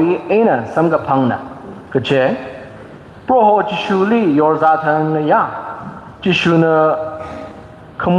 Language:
Tangkhul Naga (India)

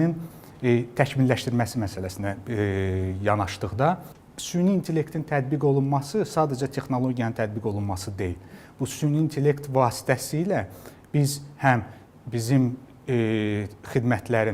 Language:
Azerbaijani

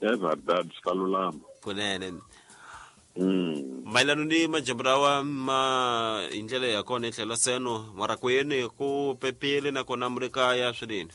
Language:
Tsonga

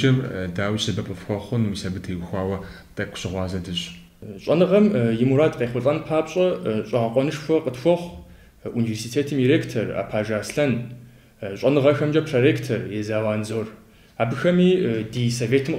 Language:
Kabardian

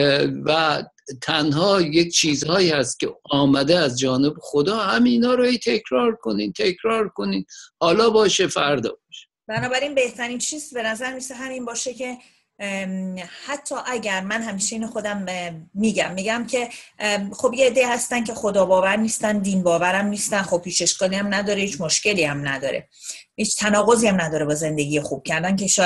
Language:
Persian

